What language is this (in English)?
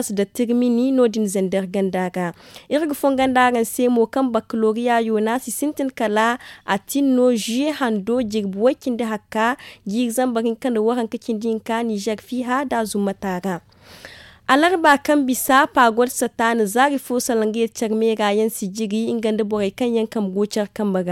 Zarma